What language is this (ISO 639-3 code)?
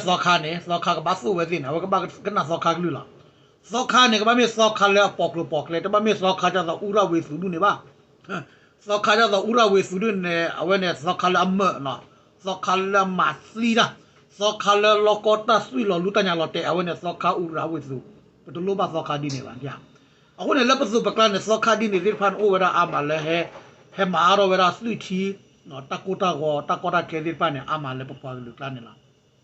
ksw